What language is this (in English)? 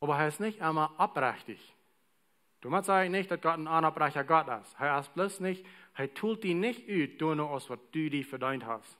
Plautdietsch